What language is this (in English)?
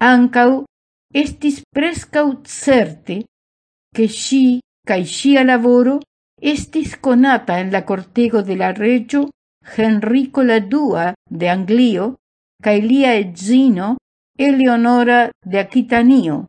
Esperanto